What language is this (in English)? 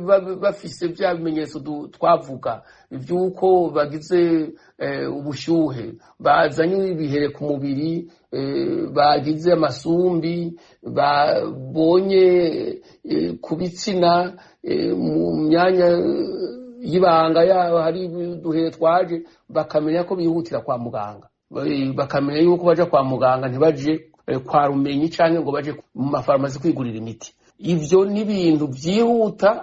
Rundi